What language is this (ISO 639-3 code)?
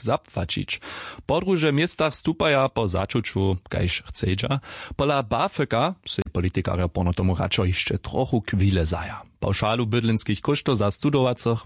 hsb